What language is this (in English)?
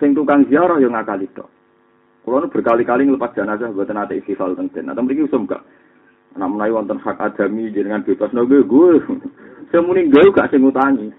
Javanese